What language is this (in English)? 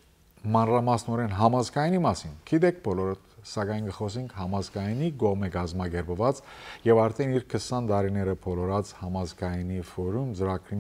Western Armenian